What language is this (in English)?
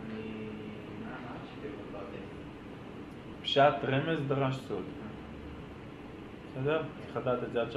Hebrew